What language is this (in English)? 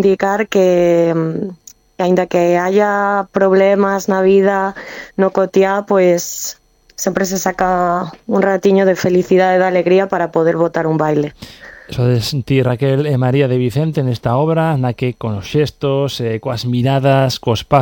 Galician